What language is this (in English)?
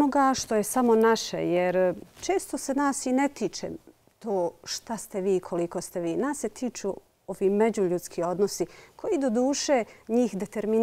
Bosnian